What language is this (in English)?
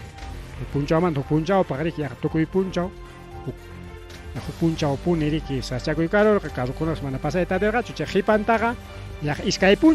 Ayacucho Quechua